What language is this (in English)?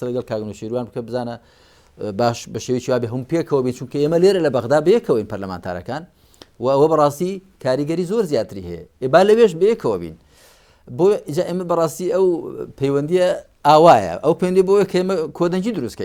Central Kurdish